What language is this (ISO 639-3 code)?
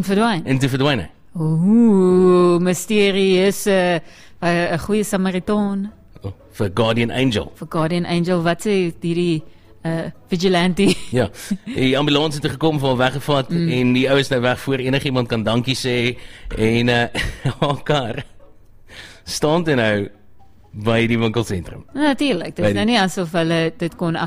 afr